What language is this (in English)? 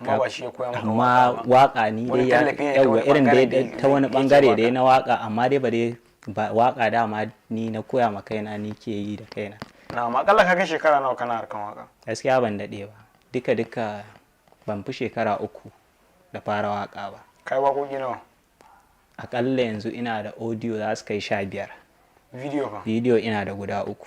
Hausa